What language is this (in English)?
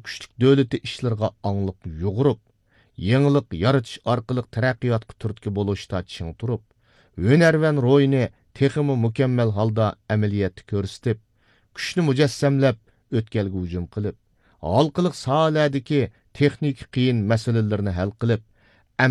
Uyghur